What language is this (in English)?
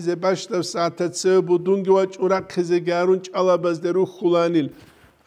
Avaric